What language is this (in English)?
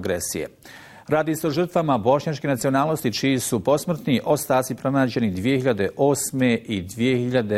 Bosnian